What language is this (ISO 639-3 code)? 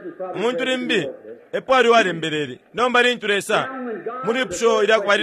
bem